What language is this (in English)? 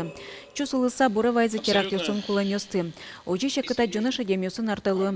Udmurt